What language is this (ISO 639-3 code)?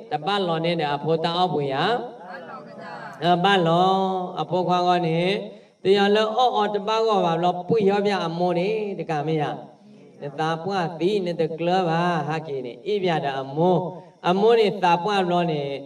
ksw